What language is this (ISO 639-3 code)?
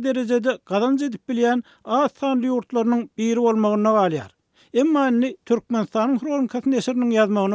tuk